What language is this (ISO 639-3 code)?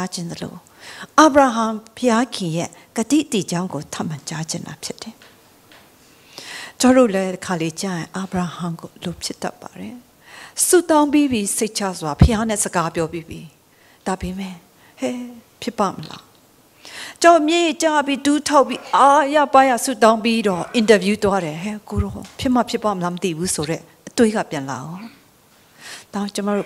mya